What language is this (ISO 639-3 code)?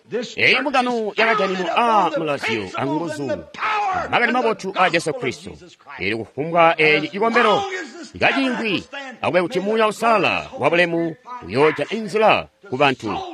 toi